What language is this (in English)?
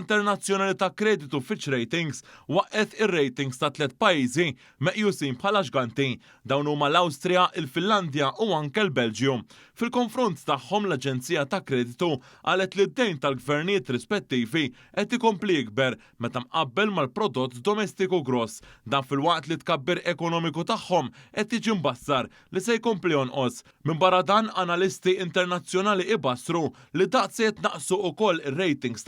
Maltese